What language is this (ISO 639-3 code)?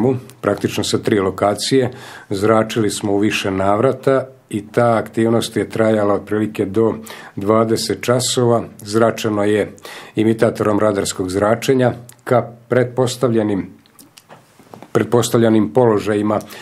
srp